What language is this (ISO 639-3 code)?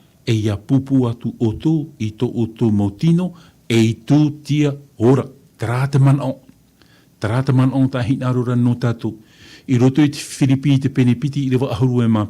tah